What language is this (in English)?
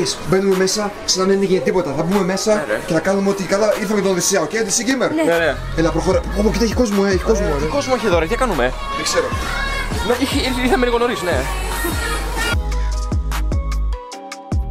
Greek